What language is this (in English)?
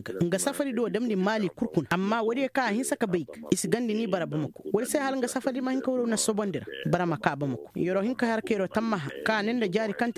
Koyraboro Senni